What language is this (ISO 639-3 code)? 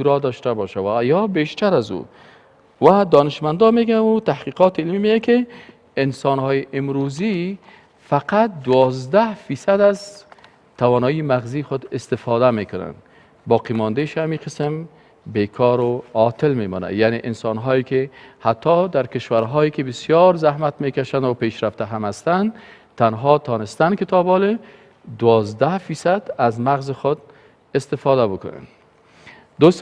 fas